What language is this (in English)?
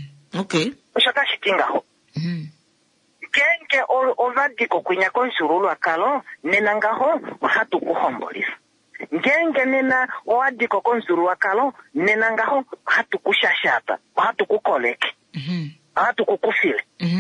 Kuanyama